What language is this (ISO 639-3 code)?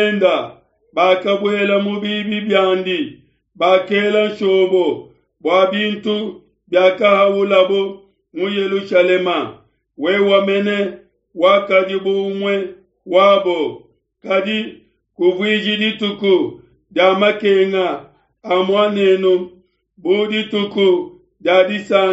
lua